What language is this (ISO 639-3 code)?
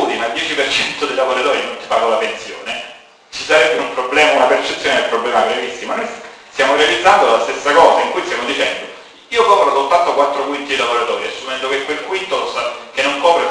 ita